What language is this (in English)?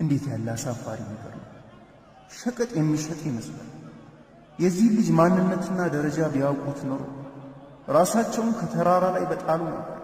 Amharic